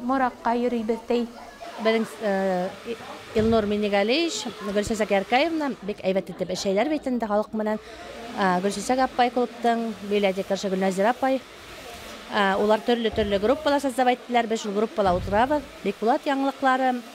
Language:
Bashkir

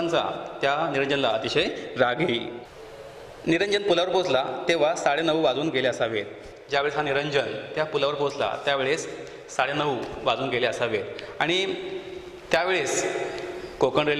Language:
Marathi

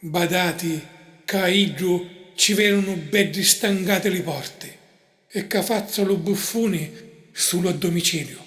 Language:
Sicilian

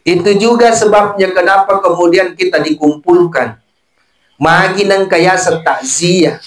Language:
Buginese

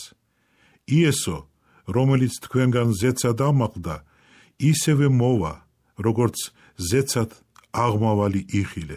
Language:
Georgian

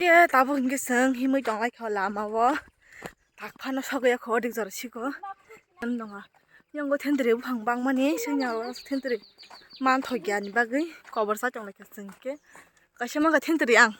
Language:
Kok Borok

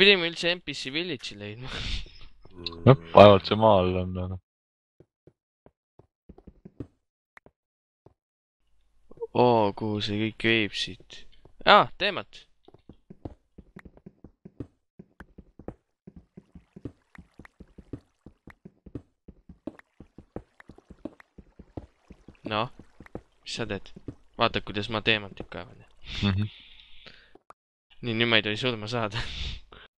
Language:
Estonian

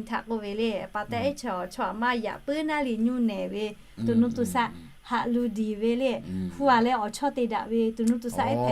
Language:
Lahu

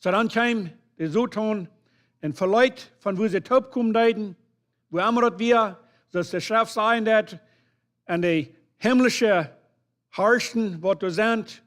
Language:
Plautdietsch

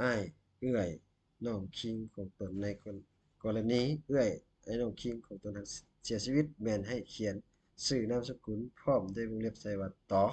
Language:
Lao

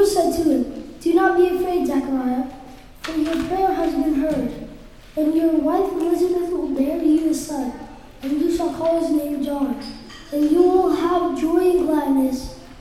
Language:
English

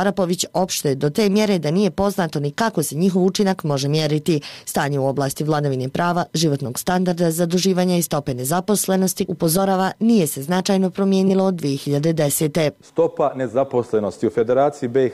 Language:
Bosnian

